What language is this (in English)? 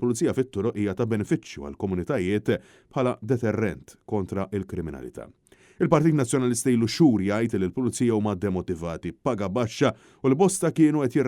Maltese